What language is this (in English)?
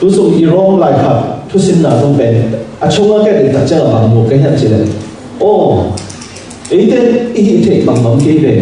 Tedim Chin